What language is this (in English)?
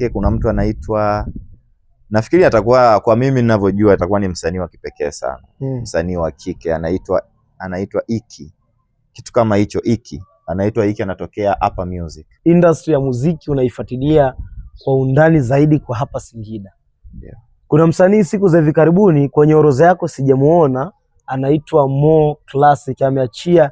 Swahili